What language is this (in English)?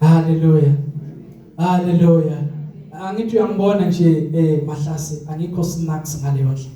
Zulu